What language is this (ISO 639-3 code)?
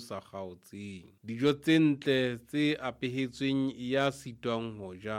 sot